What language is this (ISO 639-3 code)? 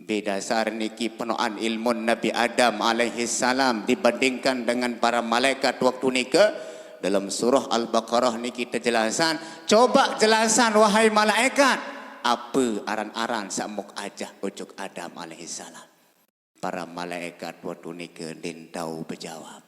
sas